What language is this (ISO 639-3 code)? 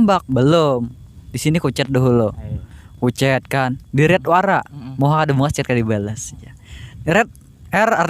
bjn